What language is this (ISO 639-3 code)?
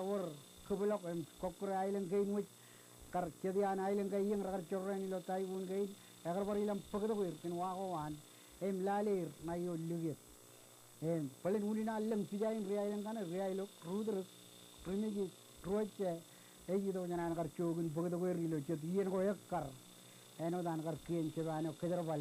mah